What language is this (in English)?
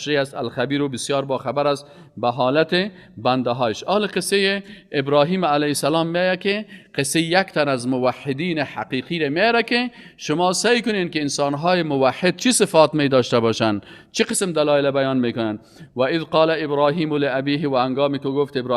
Persian